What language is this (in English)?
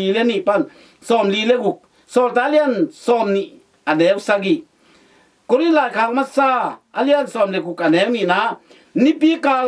Tedim Chin